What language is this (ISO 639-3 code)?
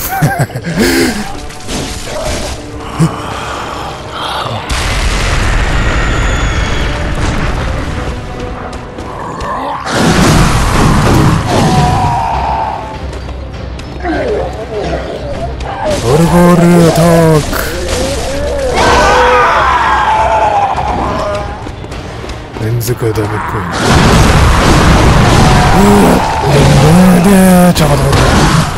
jpn